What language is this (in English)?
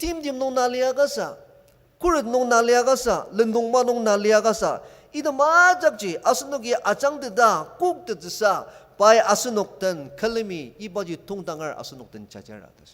Ao Naga